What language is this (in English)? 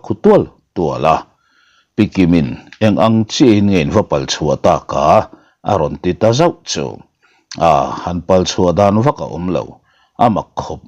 Mizo